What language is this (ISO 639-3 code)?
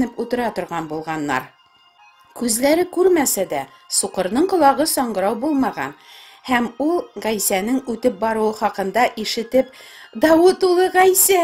tat